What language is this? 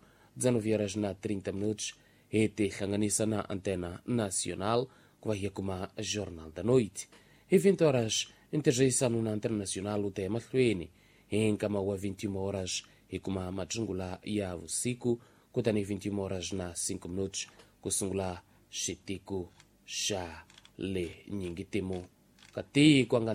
Tsonga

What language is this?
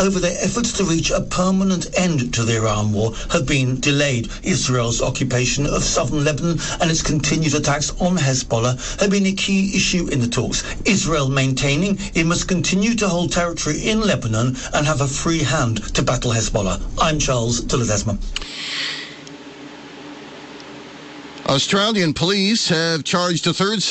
English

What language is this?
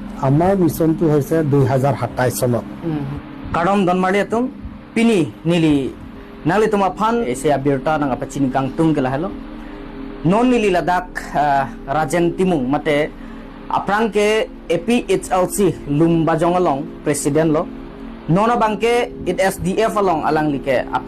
Karbi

